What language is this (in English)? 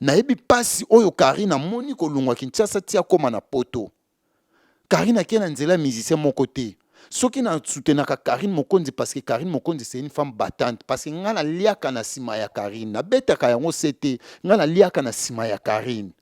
Lingala